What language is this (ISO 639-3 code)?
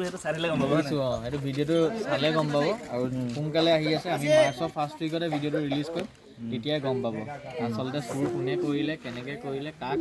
asm